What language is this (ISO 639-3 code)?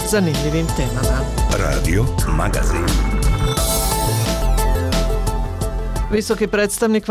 bos